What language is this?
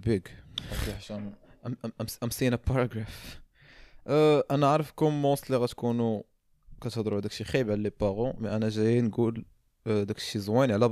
Moroccan Arabic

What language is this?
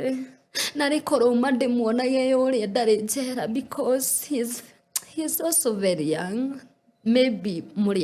Kikuyu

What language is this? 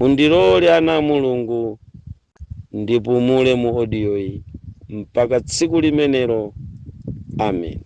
Nyanja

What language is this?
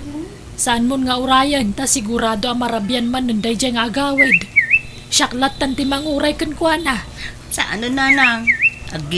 Iloko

